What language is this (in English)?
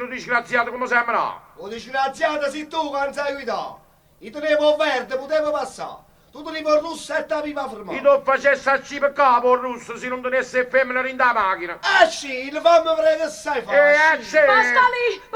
Neapolitan